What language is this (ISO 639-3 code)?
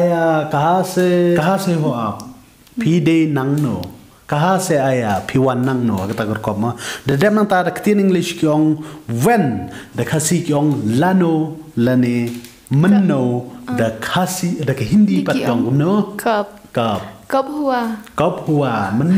kha